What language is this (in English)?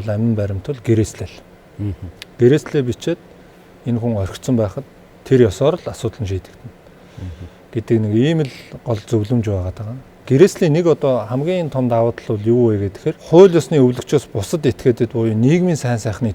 Mongolian